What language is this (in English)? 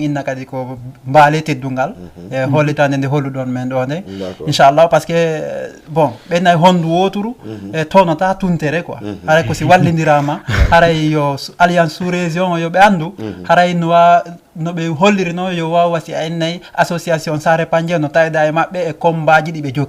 Fula